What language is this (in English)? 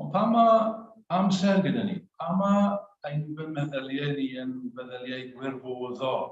Welsh